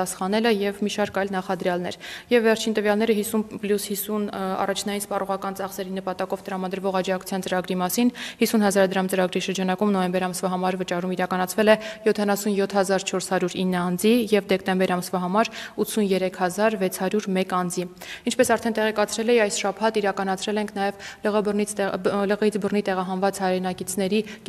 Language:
Armenian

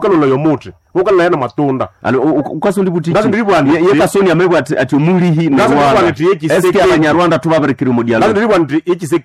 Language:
Nande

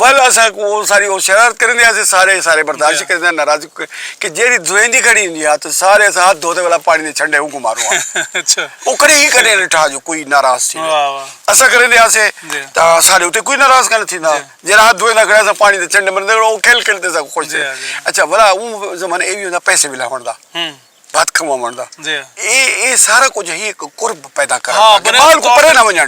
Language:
Saraiki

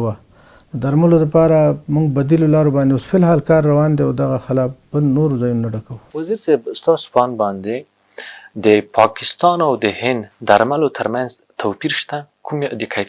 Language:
Pashto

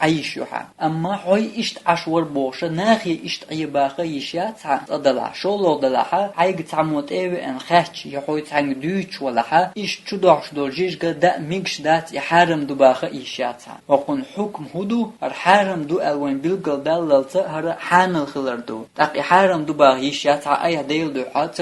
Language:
Chechen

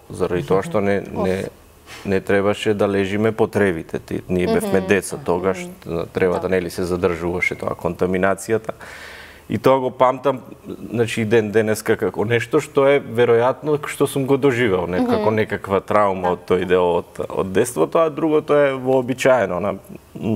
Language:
Macedonian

